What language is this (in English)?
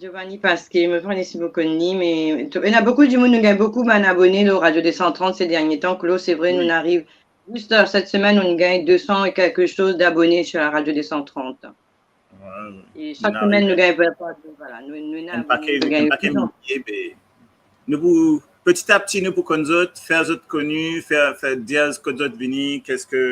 Morisyen